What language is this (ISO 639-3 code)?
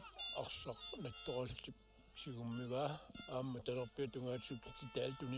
kal